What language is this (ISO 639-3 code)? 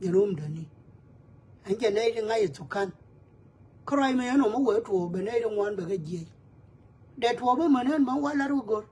nus